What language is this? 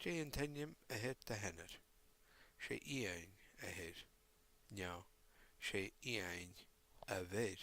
Scottish Gaelic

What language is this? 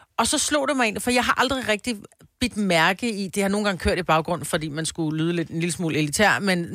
Danish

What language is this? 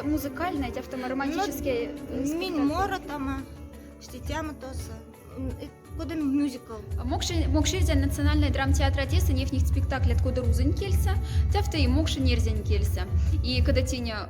Moksha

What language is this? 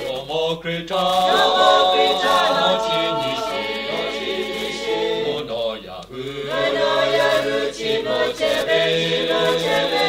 Lahu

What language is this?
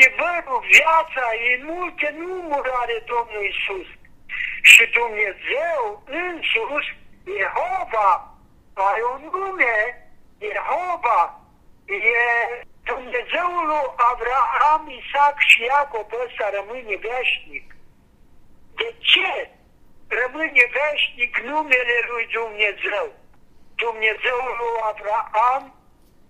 Romanian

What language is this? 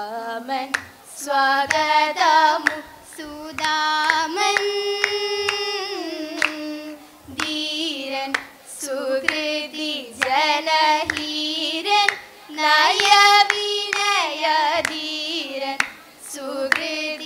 Malayalam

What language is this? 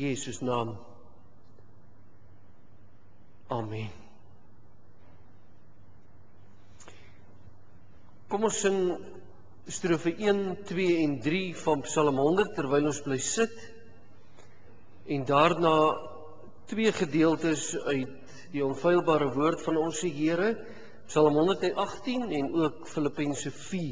Afrikaans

